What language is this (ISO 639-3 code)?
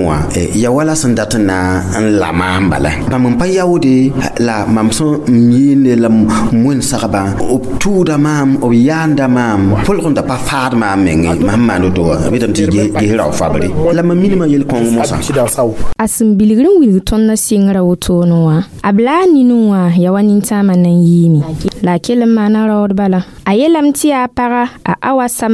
mos